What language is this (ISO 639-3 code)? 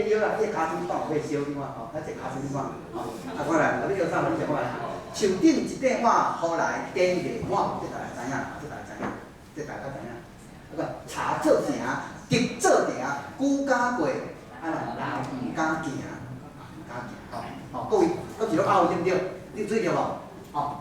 nan